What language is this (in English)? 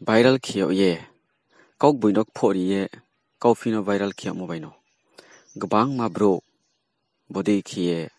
Riang (India)